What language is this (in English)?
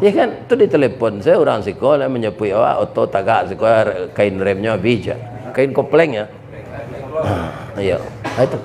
Minangkabau